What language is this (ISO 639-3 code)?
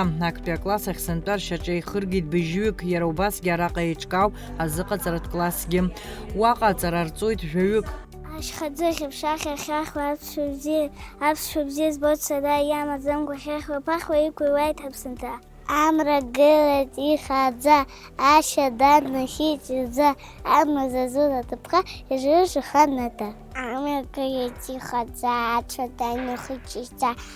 abk